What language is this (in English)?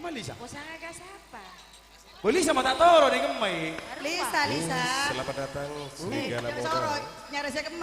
Madurese